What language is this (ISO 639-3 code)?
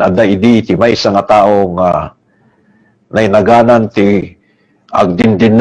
ilo